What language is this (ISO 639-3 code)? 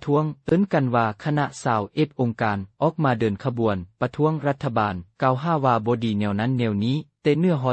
lao